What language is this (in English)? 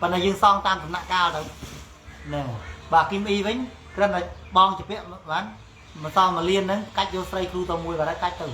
Khmer